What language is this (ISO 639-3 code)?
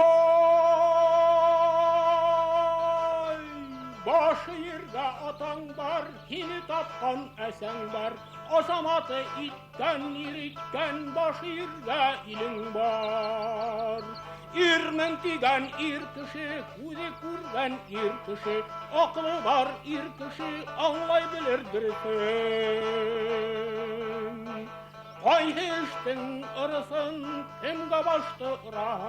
bak